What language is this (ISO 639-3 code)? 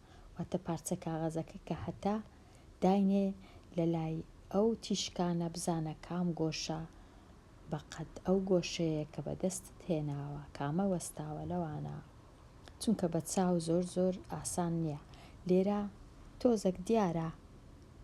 ckb